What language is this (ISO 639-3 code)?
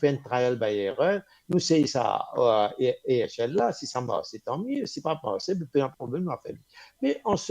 mfe